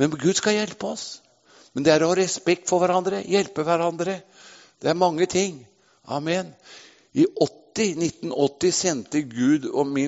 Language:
Norwegian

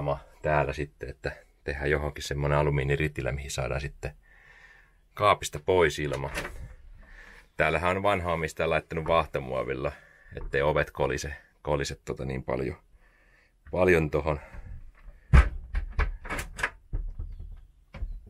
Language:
Finnish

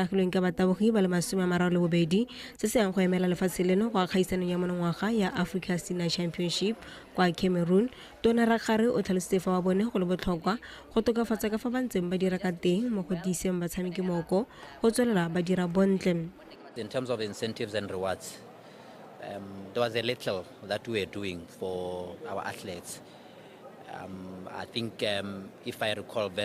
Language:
Tswana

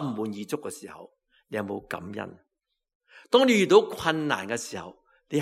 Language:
Cantonese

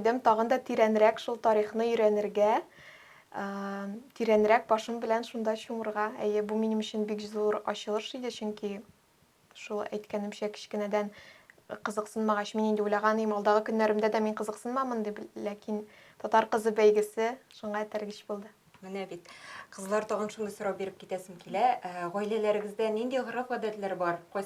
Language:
Tatar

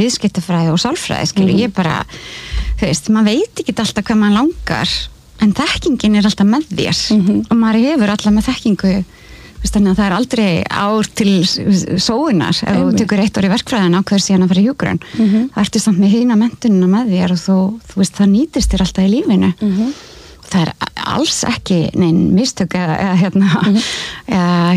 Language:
Icelandic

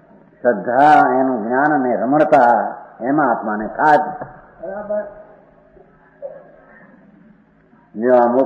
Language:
Gujarati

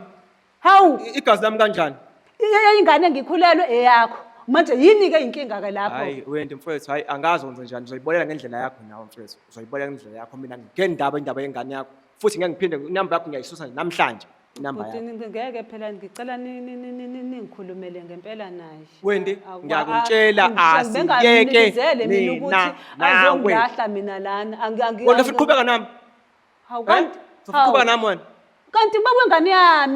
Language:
Zulu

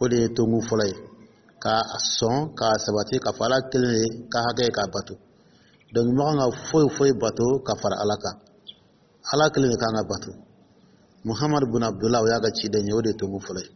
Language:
Dyula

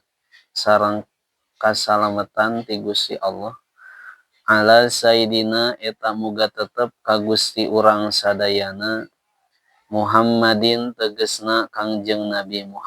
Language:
Sundanese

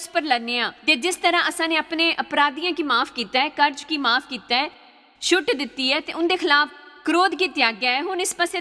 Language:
Dogri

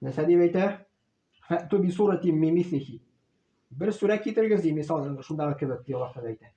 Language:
Tatar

